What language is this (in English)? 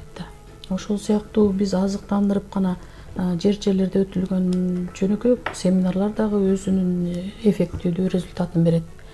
Kyrgyz